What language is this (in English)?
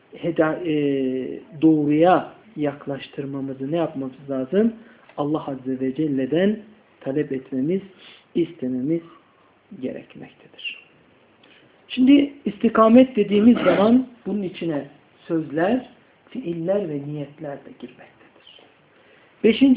Turkish